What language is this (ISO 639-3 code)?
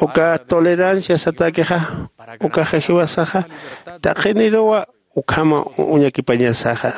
aym